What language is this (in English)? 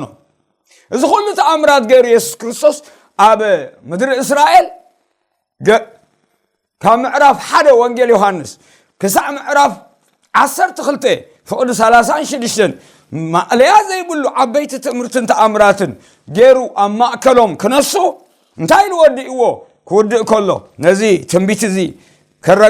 Tigrinya